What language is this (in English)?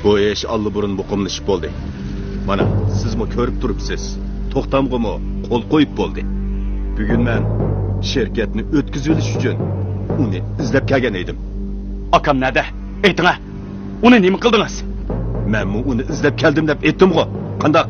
Uyghur